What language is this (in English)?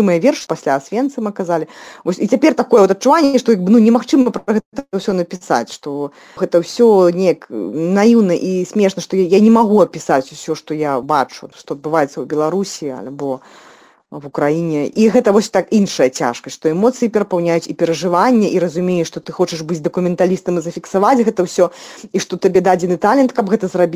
Belarusian